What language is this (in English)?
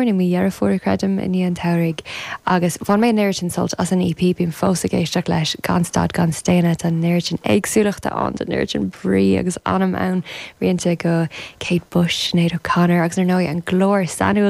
Irish